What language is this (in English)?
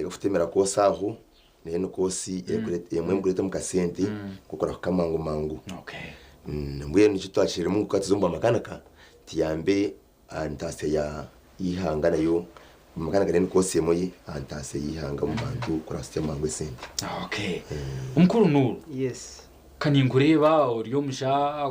Nyankole